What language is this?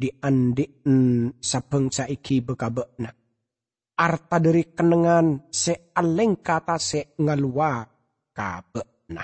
Madurese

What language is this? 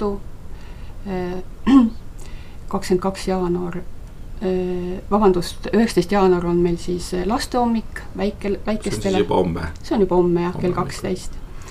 Estonian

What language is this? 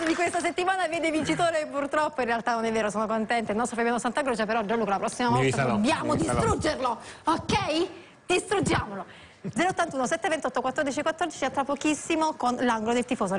Italian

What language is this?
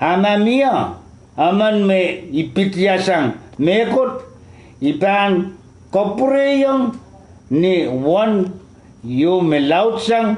Pohnpeian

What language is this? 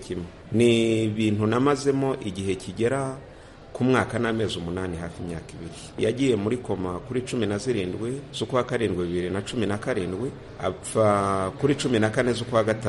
Kinyarwanda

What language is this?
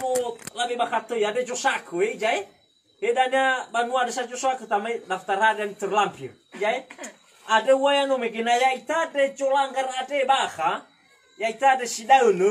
Nias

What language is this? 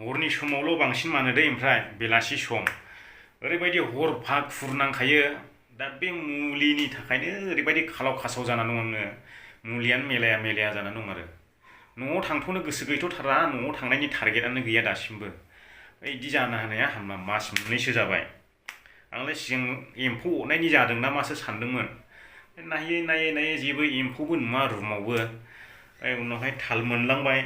Bodo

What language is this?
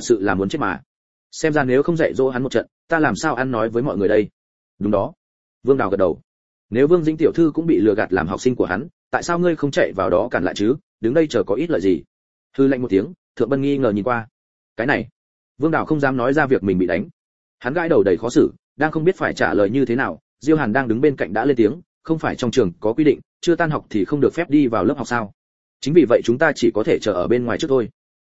Vietnamese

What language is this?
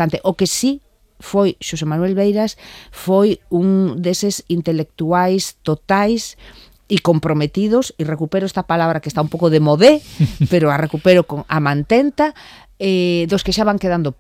Galician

